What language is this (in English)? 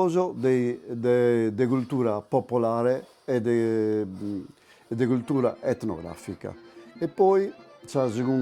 Sardinian